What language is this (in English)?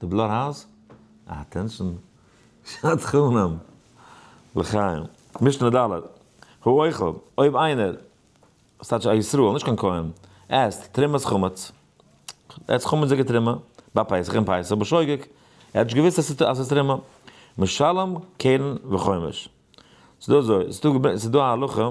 Yiddish